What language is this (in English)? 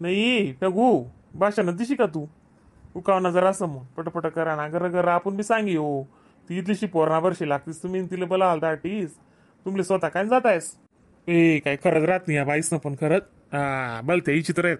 Khandesi